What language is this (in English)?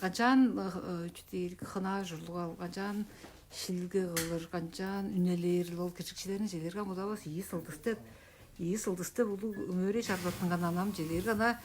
Tuvinian